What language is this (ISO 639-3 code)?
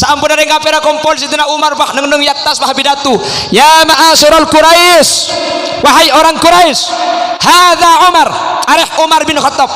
mad